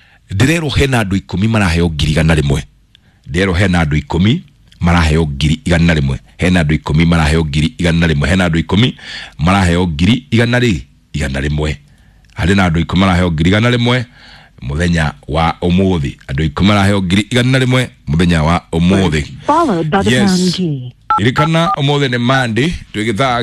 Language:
Kikuyu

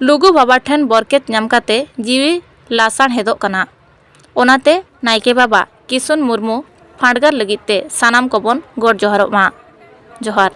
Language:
Santali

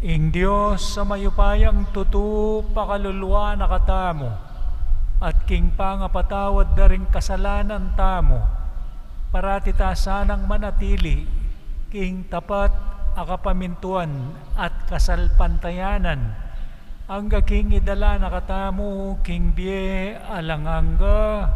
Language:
Pampanga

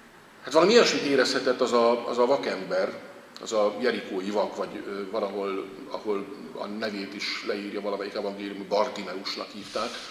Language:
Hungarian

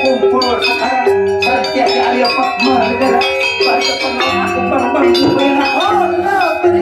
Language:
Banjar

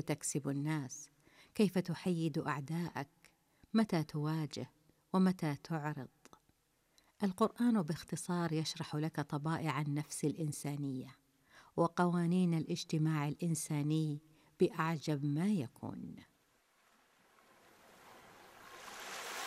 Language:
Arabic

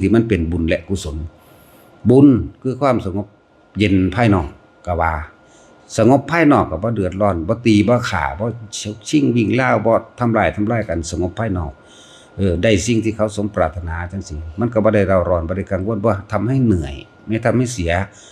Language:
Northeastern Thai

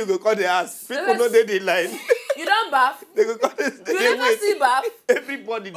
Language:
Nigerian Pidgin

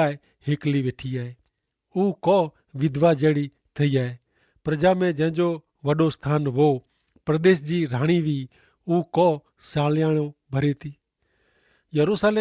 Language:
Kachhi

